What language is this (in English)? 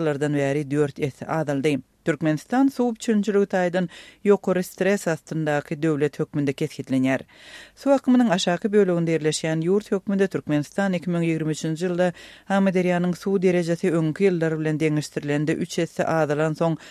Turkmen